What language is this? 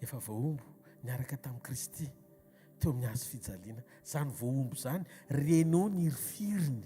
Malagasy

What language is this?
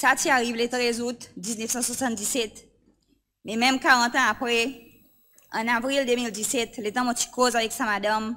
Seselwa Creole French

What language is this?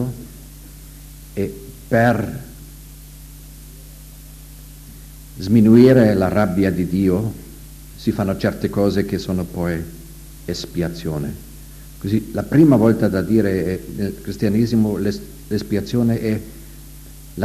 Italian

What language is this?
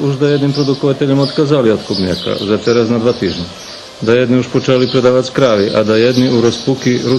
Rusyn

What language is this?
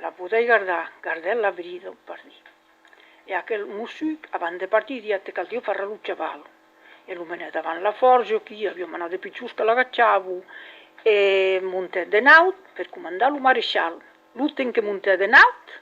Occitan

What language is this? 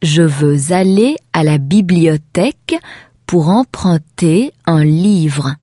Lithuanian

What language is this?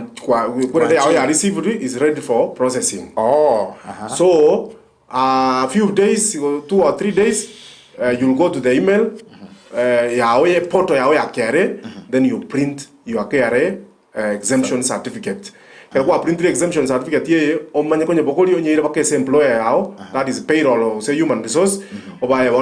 Gusii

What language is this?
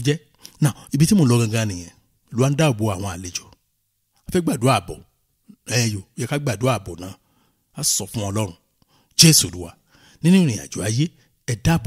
Yoruba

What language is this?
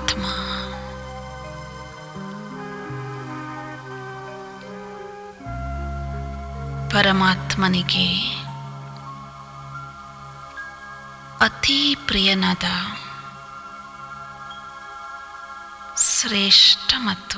Kannada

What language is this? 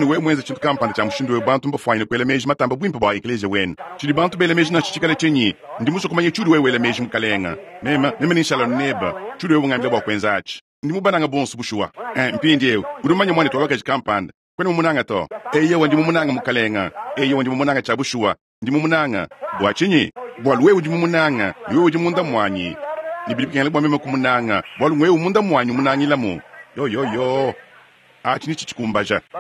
Luba-Lulua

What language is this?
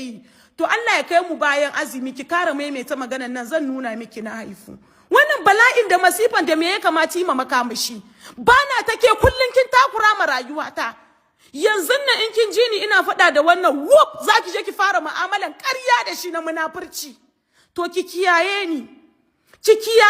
Hausa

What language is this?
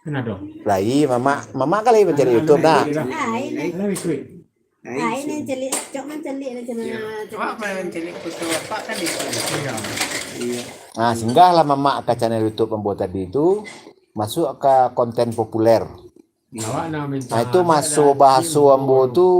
Minangkabau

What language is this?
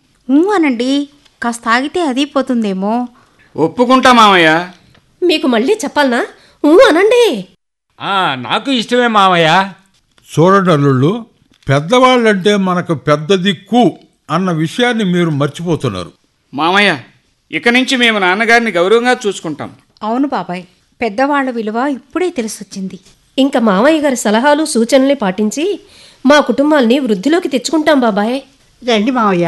Telugu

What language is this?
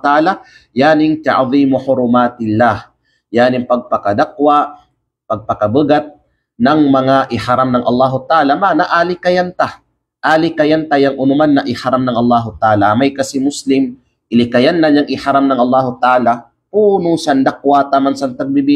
Kalagan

